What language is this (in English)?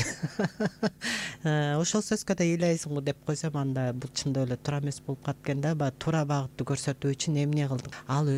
Kyrgyz